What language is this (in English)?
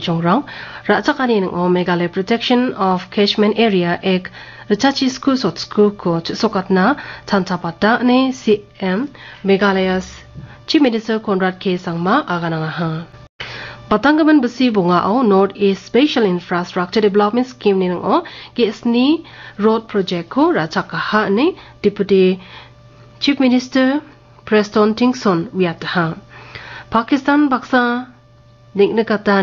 Garo